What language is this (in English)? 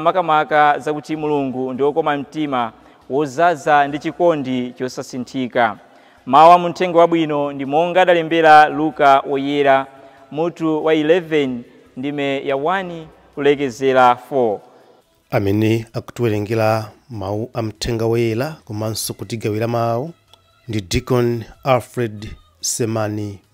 Nyanja